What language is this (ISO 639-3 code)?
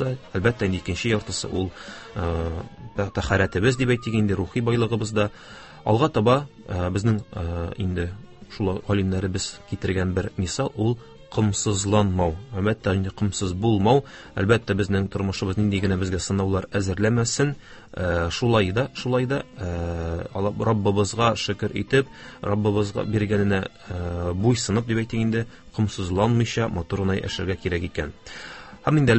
tat